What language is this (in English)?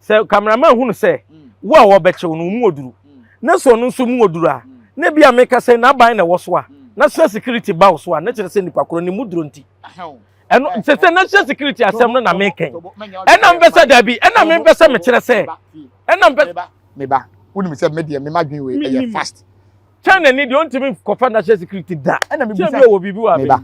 Akan